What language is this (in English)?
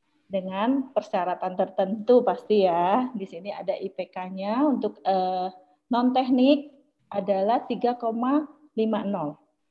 Indonesian